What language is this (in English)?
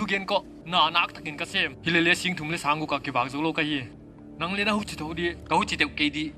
Paite Chin